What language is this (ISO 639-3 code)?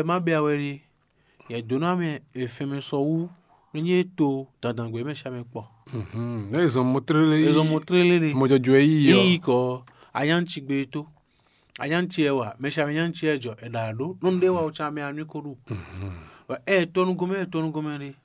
fon